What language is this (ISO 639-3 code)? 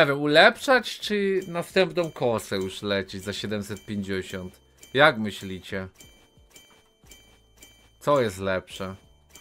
pol